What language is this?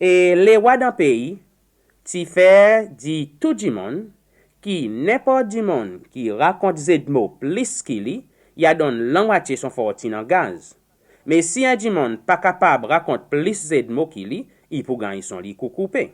Seselwa Creole French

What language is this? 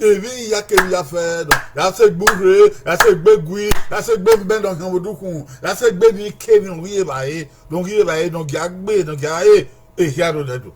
Bini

